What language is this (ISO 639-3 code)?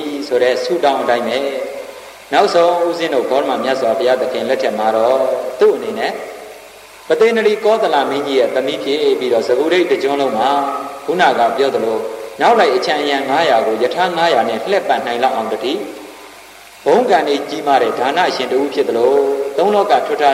mya